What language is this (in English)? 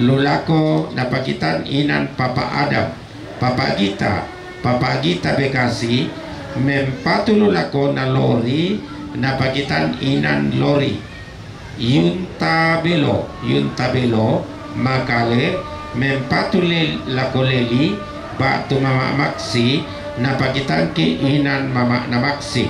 Toraja-Sa'dan